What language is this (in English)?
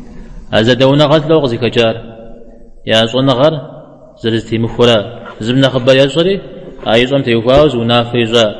Kabardian